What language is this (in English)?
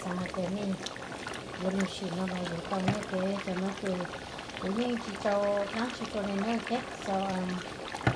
Hmong